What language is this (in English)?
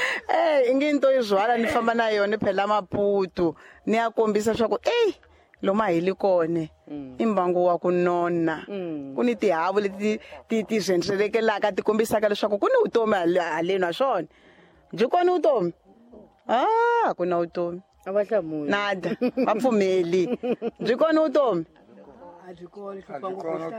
Tsonga